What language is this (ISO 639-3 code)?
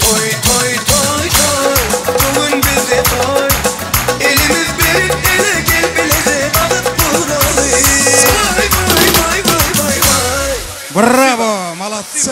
tuk